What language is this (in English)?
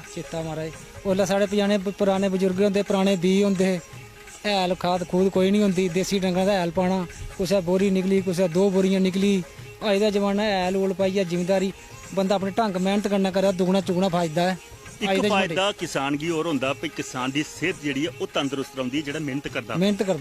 Dogri